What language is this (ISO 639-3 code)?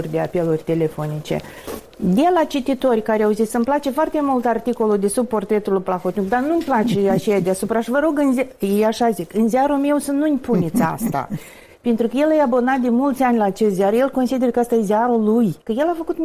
ron